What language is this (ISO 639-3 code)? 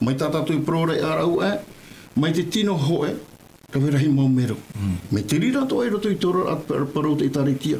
tah